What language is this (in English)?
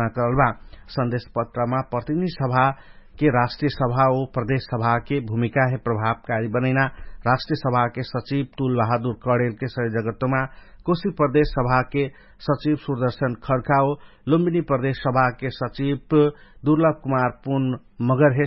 Dangaura Tharu